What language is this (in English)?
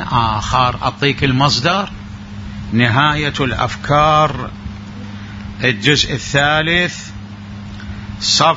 Arabic